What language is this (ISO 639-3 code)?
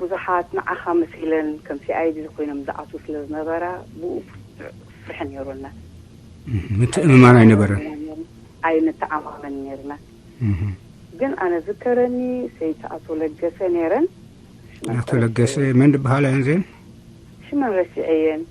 tir